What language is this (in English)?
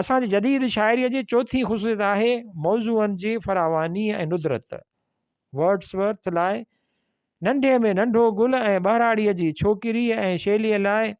Sindhi